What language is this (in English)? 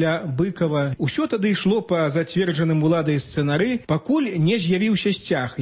Belarusian